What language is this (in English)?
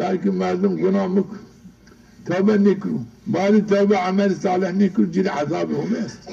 Zaza